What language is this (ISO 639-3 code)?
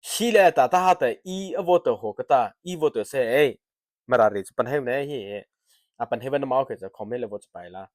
mrh